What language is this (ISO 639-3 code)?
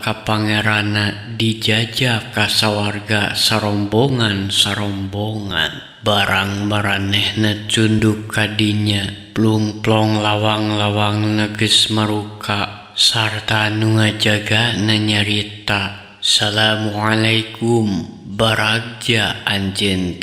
sun